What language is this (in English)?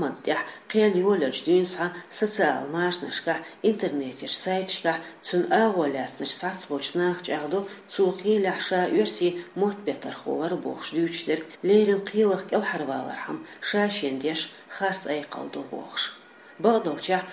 Chechen